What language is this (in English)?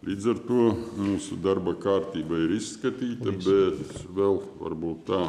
Latvian